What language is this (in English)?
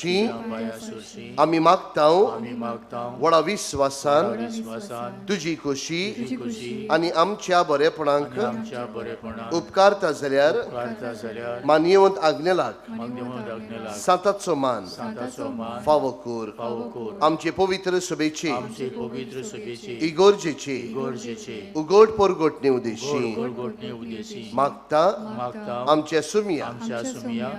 Konkani